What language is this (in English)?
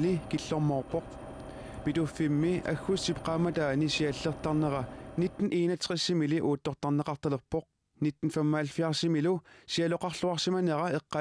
Kalaallisut